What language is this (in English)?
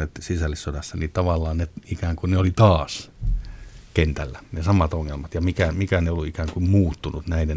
Finnish